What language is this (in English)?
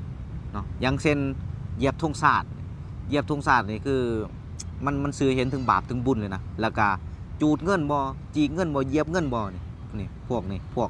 Lao